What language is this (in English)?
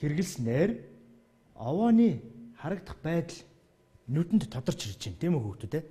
Mongolian